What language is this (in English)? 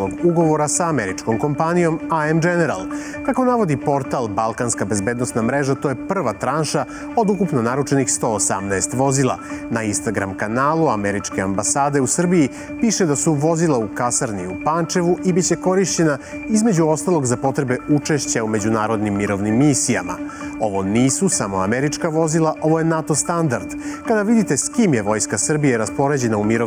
Serbian